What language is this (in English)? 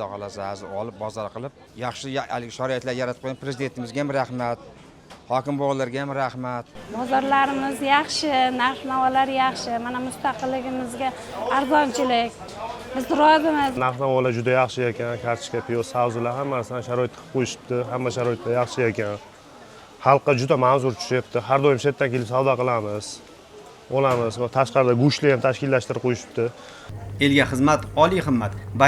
Uzbek